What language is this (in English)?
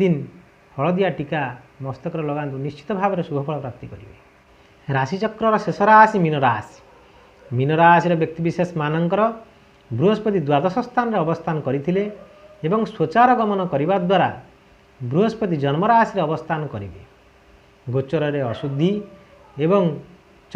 Odia